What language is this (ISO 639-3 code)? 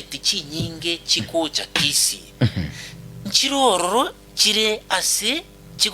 guz